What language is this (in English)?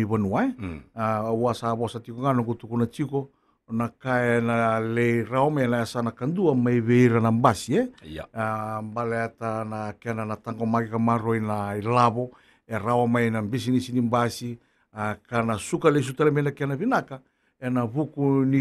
Fijian